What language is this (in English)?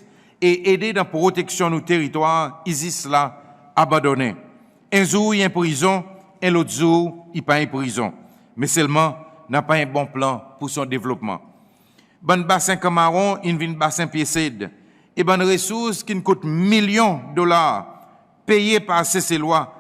Seselwa Creole French